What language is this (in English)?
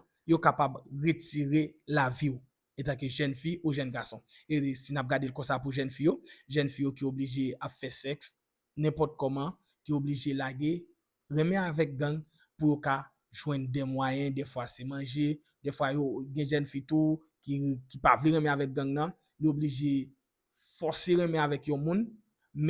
Haitian Creole